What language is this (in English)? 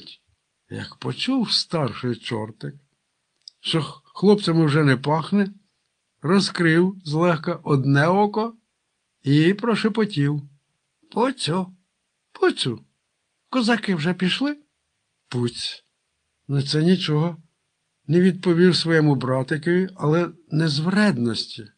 Ukrainian